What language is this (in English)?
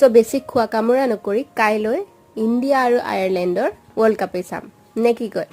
Assamese